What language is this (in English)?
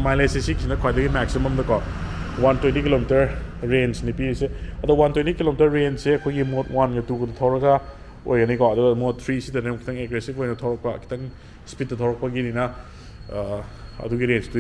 Manipuri